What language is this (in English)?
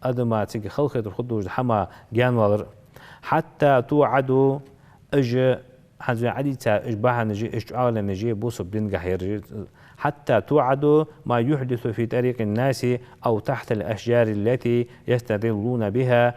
Ingush